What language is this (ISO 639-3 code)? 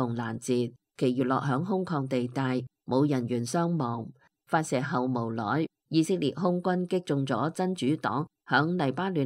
yue